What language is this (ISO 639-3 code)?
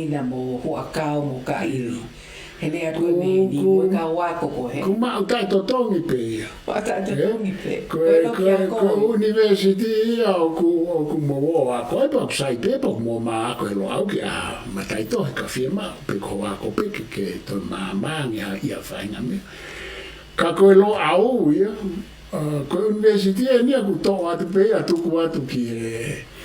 ton